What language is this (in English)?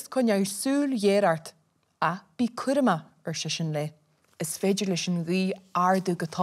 Irish